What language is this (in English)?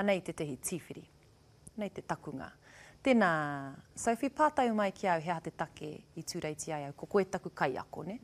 Māori